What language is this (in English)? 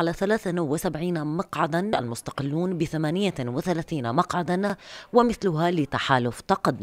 Mesopotamian Arabic